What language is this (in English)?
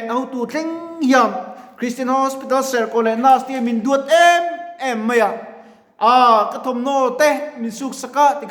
Mizo